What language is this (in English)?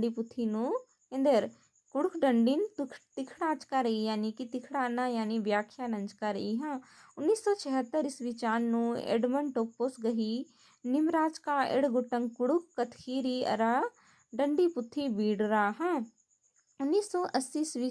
Kurukh